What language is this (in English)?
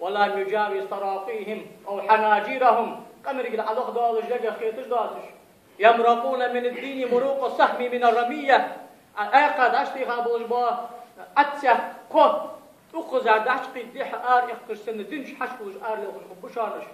Ingush